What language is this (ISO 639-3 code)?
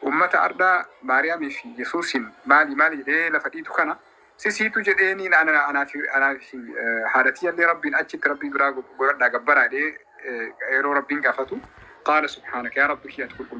orm